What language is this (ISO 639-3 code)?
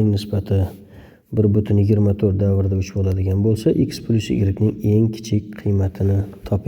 uzb